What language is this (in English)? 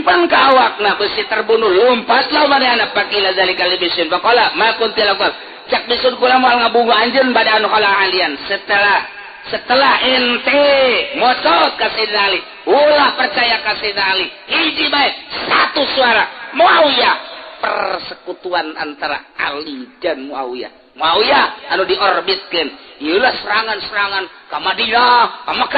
Sundanese